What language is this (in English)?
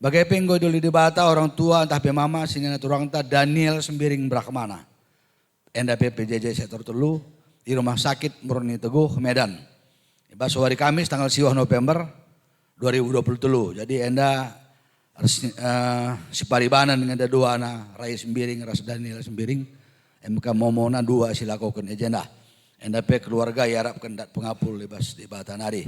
Batak Karo